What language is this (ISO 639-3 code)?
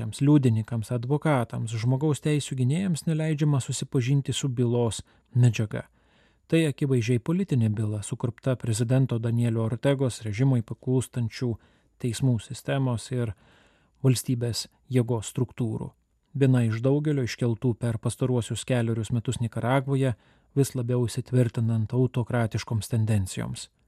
lit